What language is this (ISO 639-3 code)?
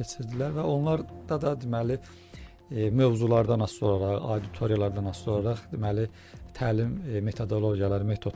aze